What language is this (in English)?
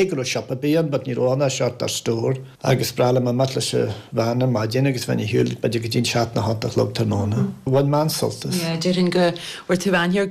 Irish